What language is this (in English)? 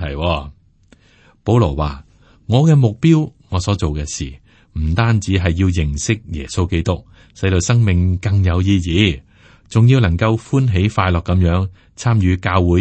Cantonese